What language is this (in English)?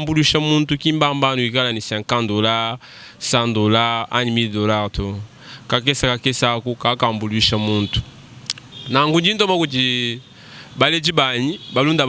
Luba-Lulua